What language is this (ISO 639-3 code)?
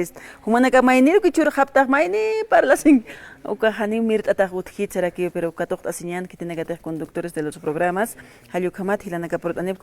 aym